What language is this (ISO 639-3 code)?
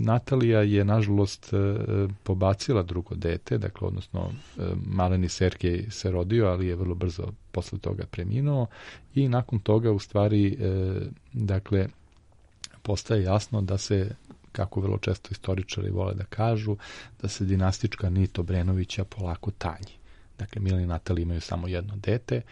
srp